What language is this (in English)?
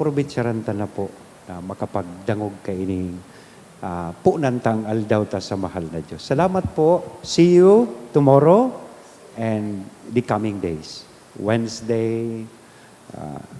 Bikol